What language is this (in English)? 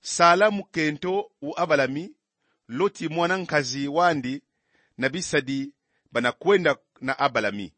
Kongo